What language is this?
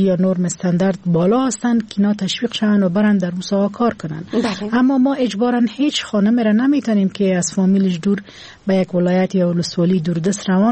Persian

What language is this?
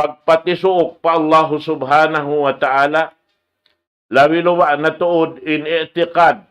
Tausug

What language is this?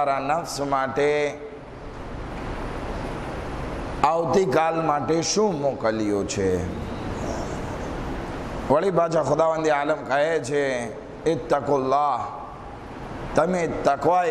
Gujarati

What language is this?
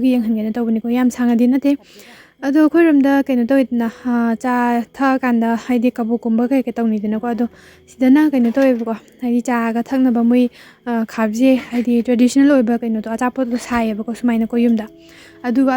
Manipuri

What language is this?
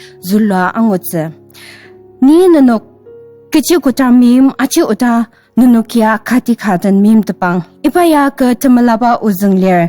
Ao Naga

